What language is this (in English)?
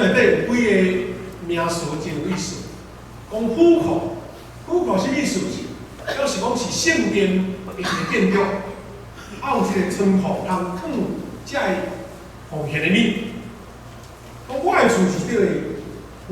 Min Nan Chinese